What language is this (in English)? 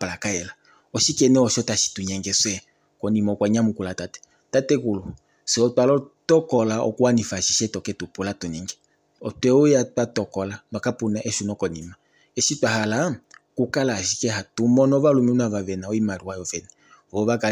Kuanyama